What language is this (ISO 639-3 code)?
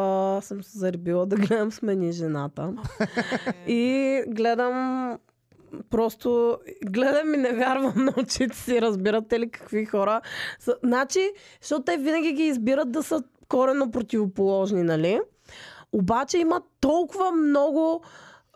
bul